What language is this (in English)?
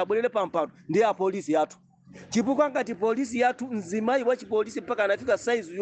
Nyanja